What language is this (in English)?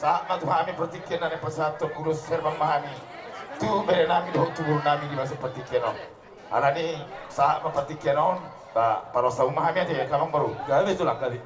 Batak Toba